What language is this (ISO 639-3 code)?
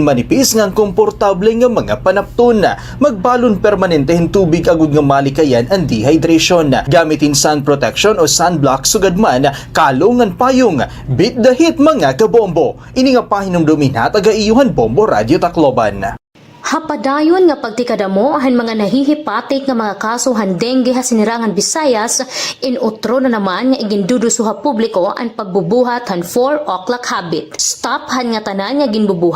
war